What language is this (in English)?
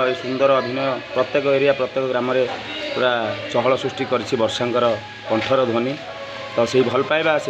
Odia